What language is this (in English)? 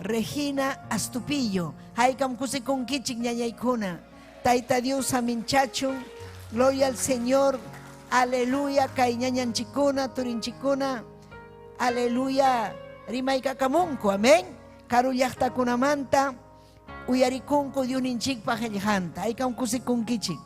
Ayacucho Quechua